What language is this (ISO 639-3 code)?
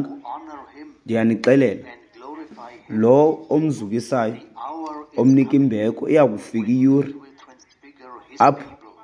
xho